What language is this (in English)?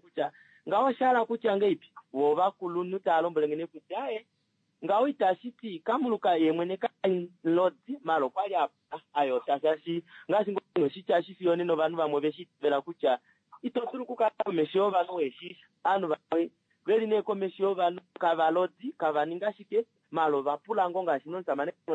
Kuanyama